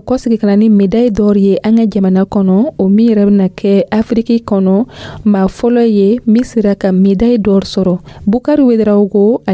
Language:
Dyula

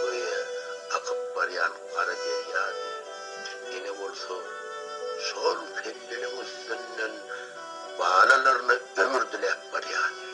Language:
Turkmen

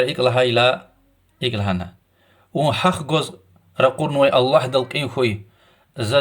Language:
Lezghian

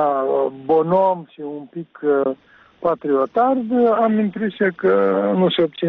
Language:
Romanian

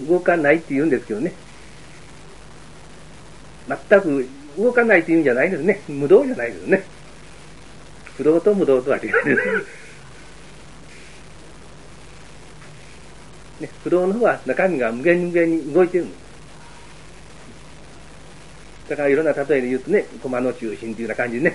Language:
Japanese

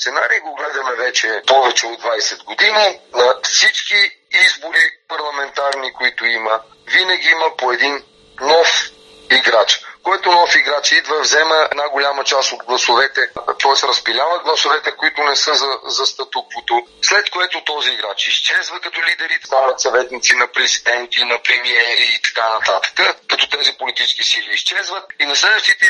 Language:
Bulgarian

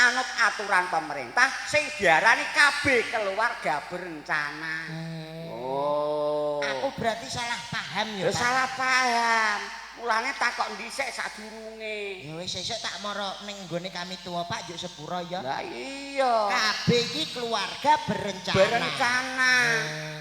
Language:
Javanese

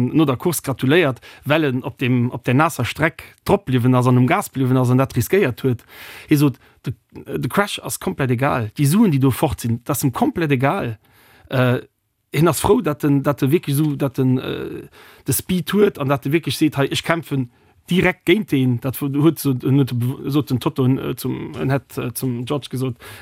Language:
Luxembourgish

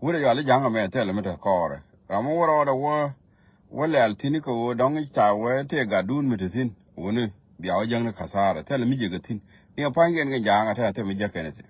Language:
Nuer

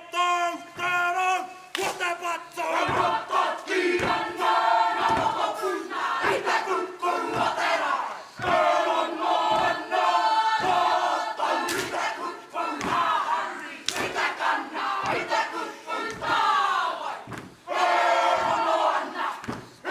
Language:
Māori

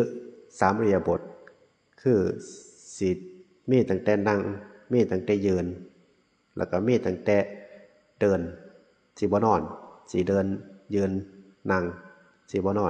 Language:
Northeastern Thai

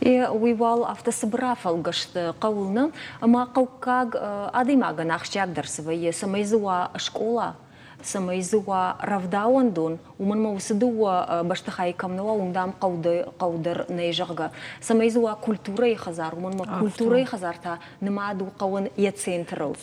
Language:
Ossetic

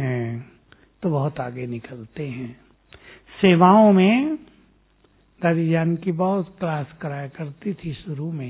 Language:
Hindi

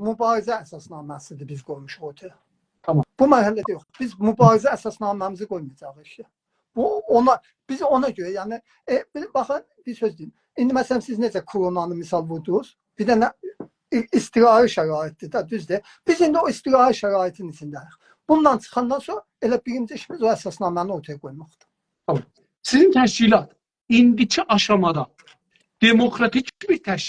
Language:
South Azerbaijani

